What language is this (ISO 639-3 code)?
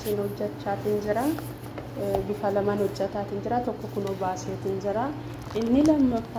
orm